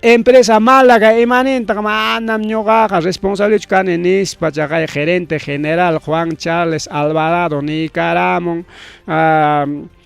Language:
Ayacucho Quechua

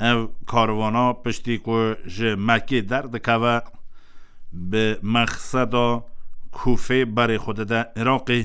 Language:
Kurdish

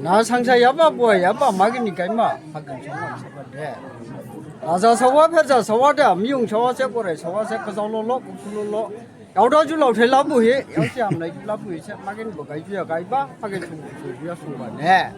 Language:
Dimasa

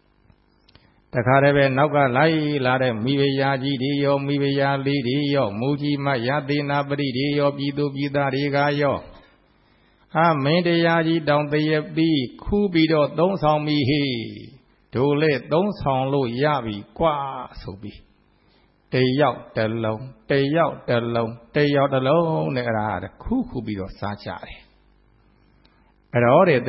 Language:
Burmese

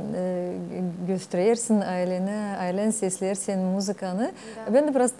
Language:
Gagauz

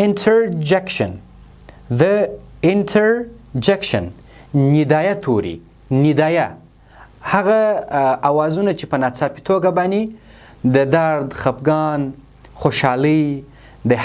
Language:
Pashto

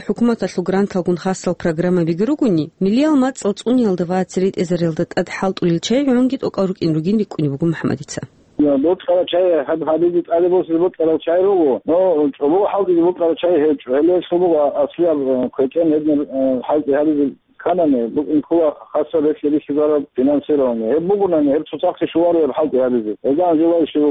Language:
Avaric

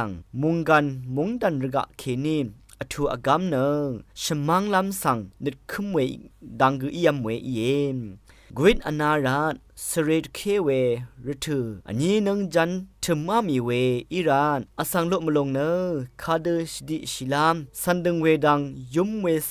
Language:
Rawang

